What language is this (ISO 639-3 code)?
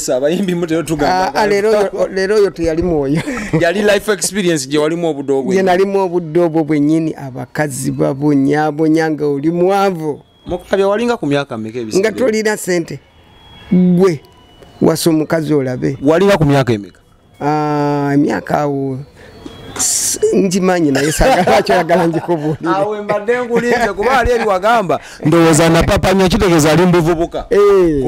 lug